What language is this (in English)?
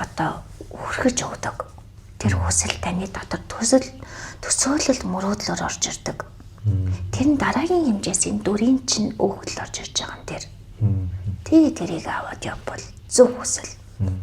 Mongolian